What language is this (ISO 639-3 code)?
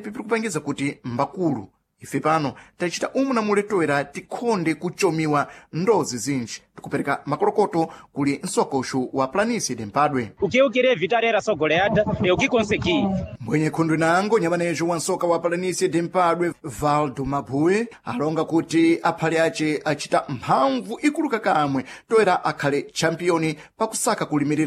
seh